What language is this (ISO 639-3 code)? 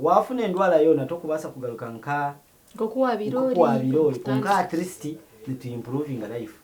nyn